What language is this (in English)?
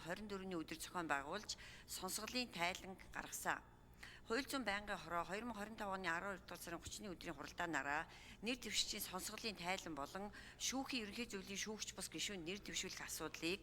Mongolian